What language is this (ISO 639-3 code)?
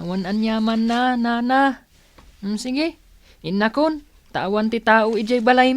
ilo